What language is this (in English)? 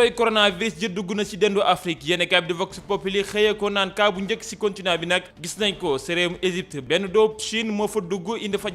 Wolof